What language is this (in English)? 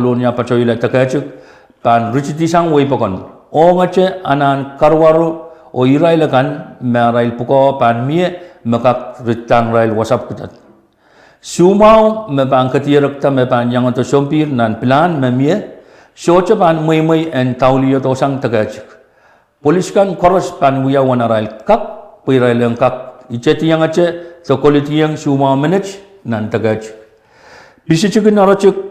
Pohnpeian